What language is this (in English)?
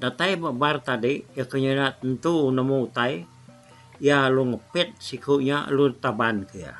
Iban